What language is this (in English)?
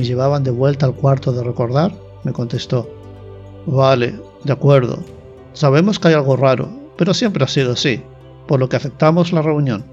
Spanish